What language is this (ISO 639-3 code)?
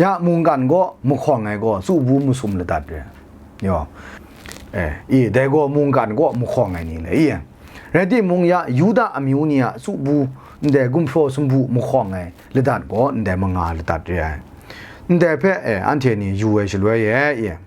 kac